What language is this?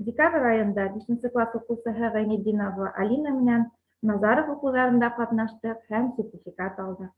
Bashkir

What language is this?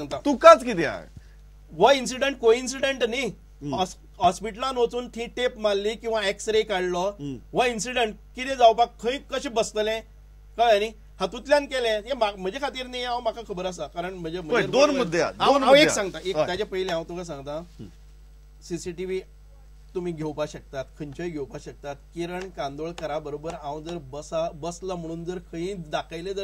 Konkani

